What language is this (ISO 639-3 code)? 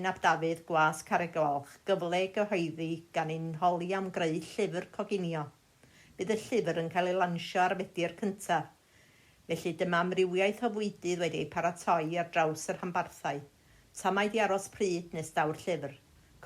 cym